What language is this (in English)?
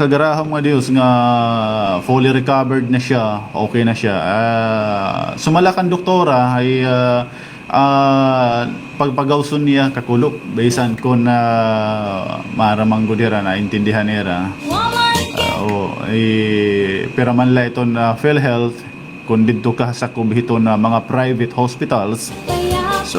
Waray